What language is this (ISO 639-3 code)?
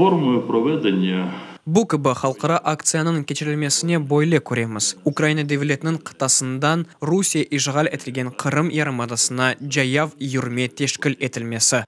crh